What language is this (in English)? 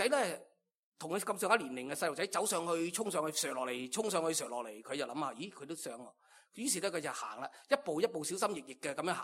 Cantonese